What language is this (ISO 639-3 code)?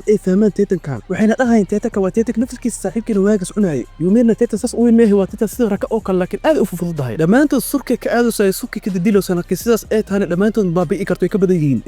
som